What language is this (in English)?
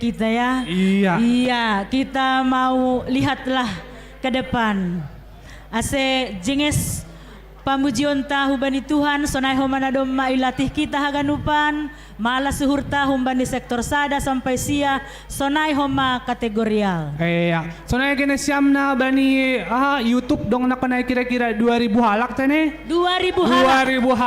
Batak Simalungun